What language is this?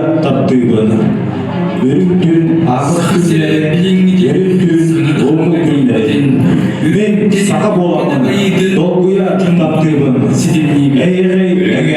Yakut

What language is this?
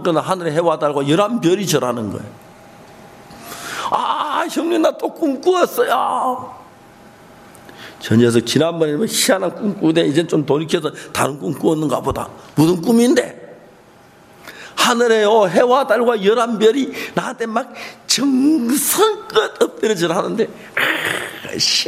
Korean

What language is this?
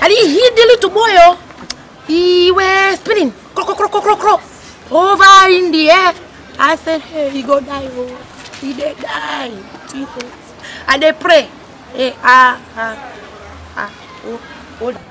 Jamaican Creole English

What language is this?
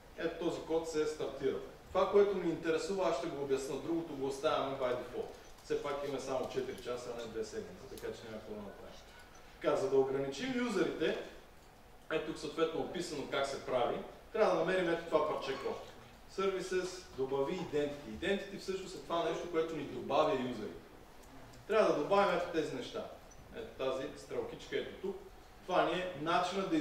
Bulgarian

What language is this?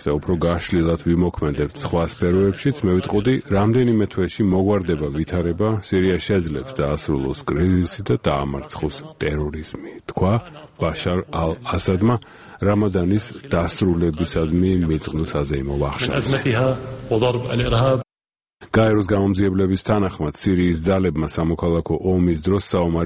Georgian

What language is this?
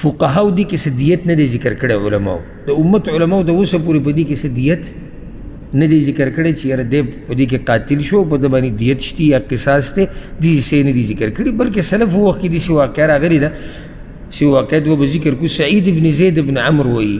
Pashto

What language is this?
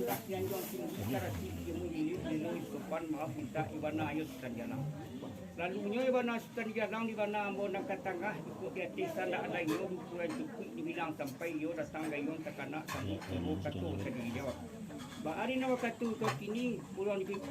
Minangkabau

